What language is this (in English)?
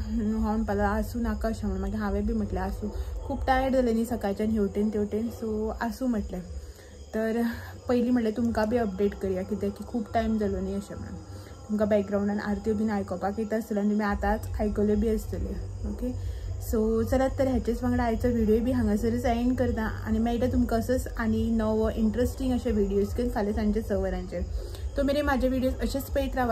Konkani